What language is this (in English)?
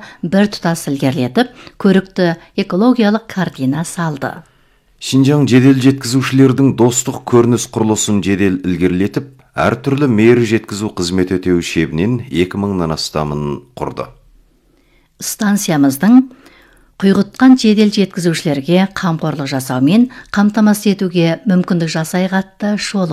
Kazakh